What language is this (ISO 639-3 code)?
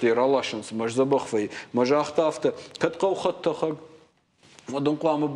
oss